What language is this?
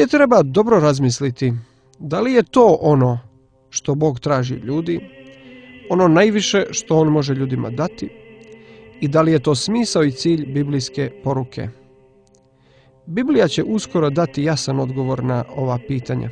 Croatian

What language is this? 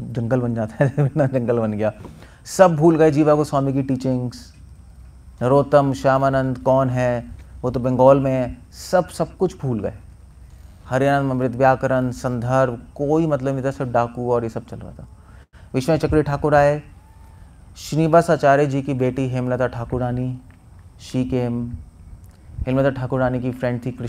Hindi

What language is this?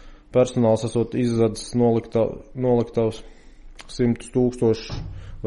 Latvian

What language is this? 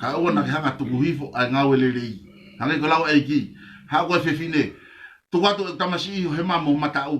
Tongan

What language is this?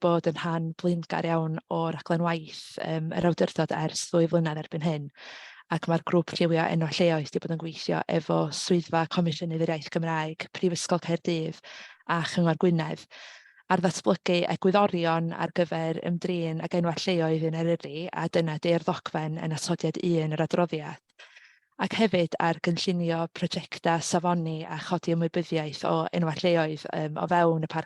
Welsh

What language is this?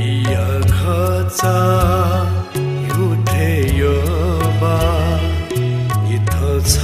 Newari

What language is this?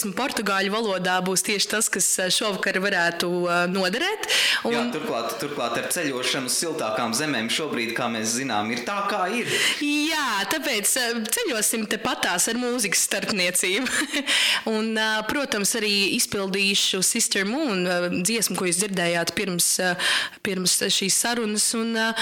Latvian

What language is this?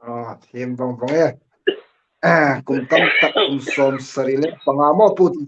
Hmar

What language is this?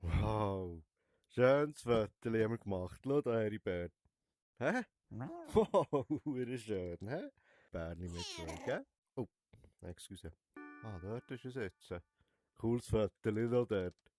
Swiss German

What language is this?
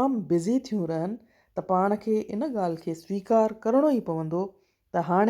Sindhi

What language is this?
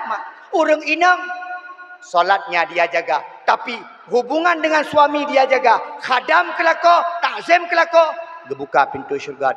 Achinese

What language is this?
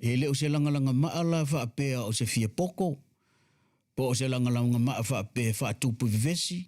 Samoan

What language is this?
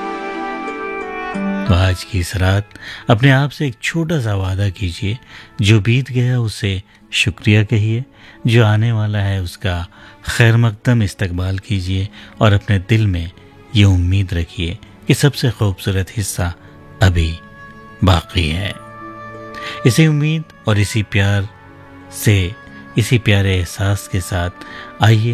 Hindi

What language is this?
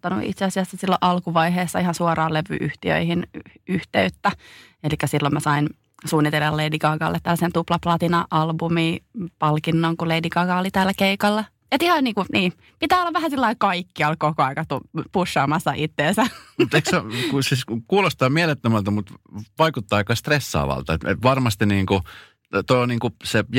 Finnish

